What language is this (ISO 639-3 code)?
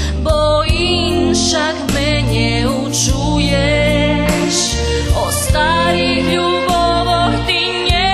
rue